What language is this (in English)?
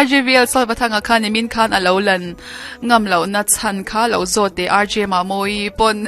Mizo